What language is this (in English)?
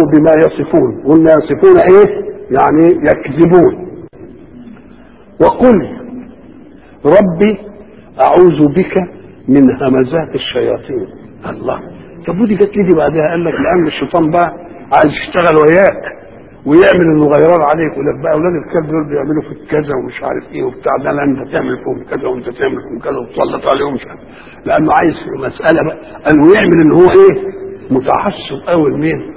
Egyptian Arabic